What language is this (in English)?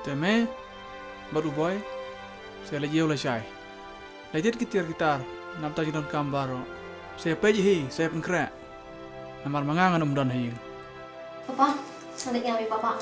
Khasi